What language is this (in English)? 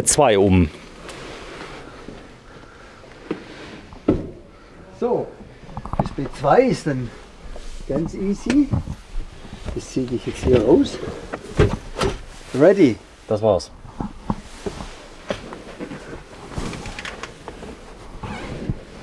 German